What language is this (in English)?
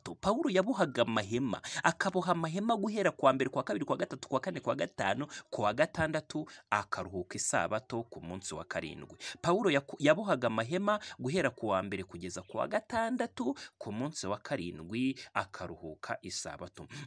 Kinyarwanda